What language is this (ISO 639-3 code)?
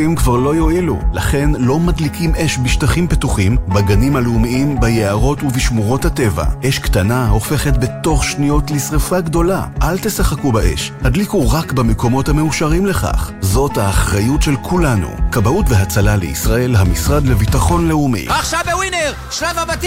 heb